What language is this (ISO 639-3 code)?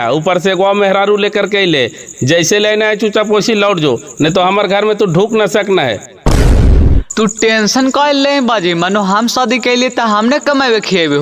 mag